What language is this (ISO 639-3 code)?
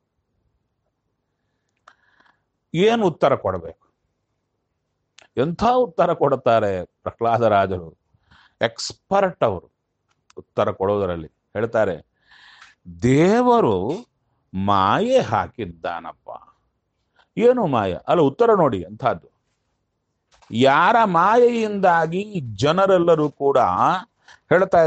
kan